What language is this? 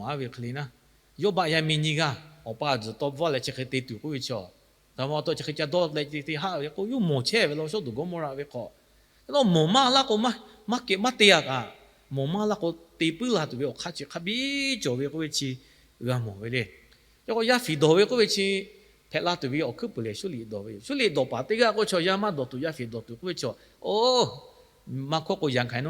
Lahu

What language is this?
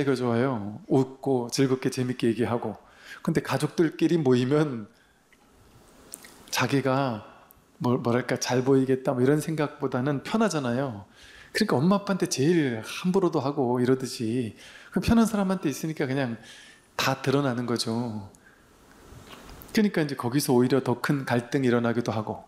Korean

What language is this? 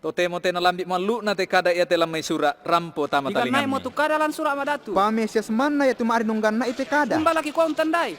Toraja-Sa'dan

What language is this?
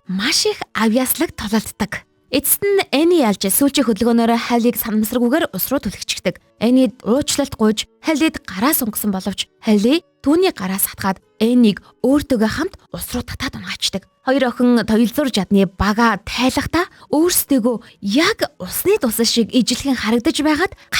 Mongolian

